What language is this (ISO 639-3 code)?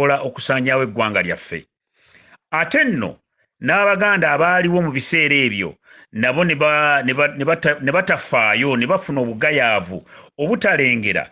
lug